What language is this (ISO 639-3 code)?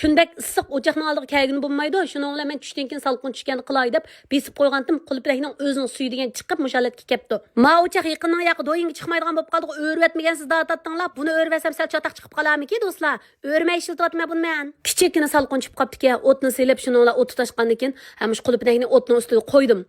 uig